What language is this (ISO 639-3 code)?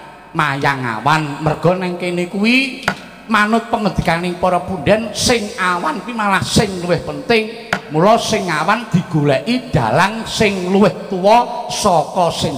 jav